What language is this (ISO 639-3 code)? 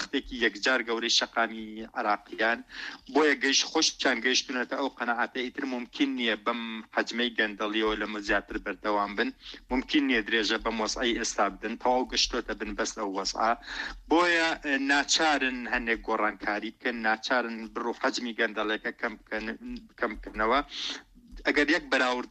ckb